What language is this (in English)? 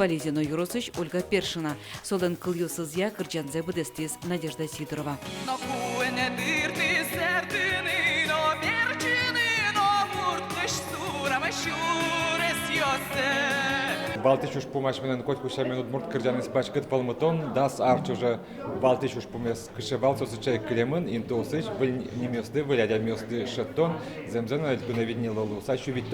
Udmurt